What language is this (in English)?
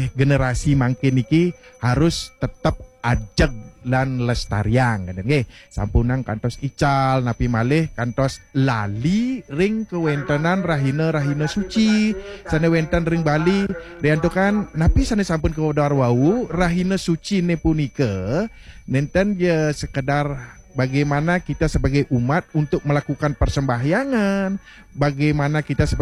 Balinese